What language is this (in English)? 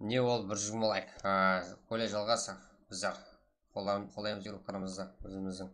Kara-Kalpak